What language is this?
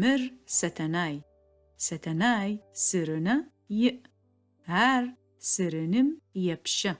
Adyghe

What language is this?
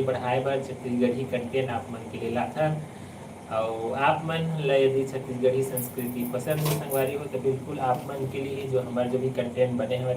Chhattisgarhi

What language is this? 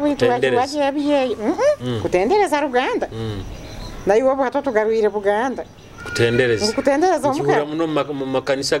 Nyoro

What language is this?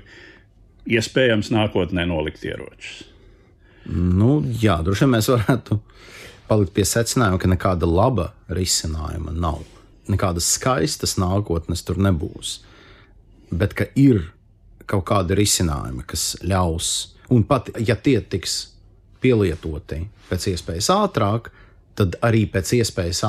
Latvian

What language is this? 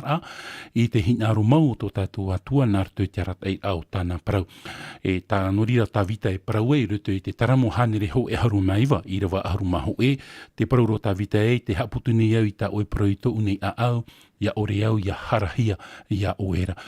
Tahitian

